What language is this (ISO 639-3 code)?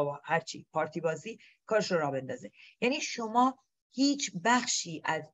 fas